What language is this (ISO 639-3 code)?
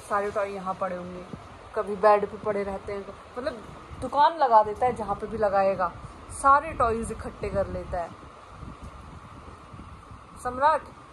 hin